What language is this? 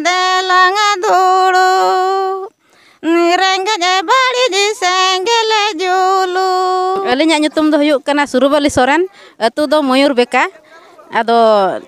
Santali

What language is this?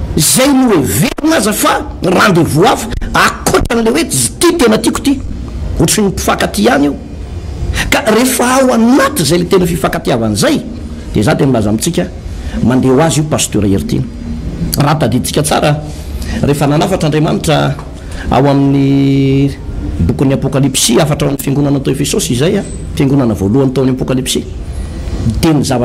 Malagasy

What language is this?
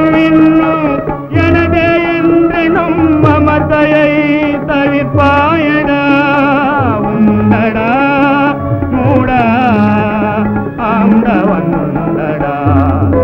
Tamil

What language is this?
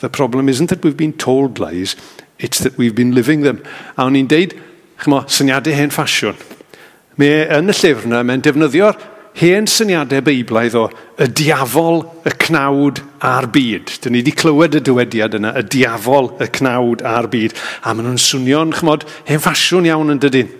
Welsh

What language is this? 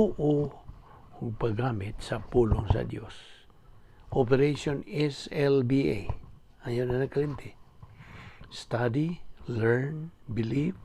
Cebuano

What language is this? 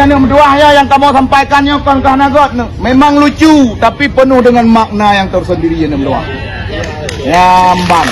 Achinese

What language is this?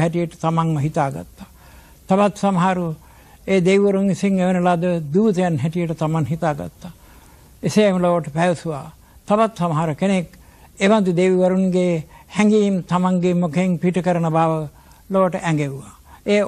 Sinhala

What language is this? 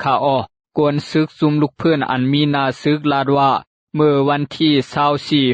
Shan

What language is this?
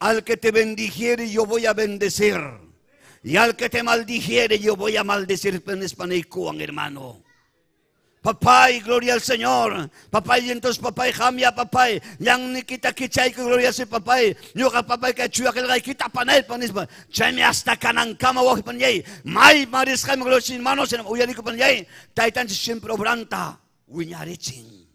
Ayacucho Quechua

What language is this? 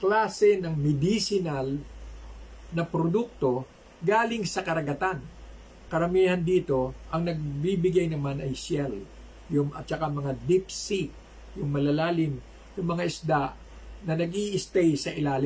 Filipino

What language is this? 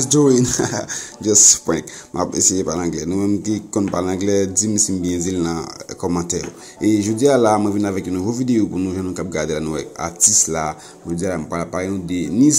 Haitian Creole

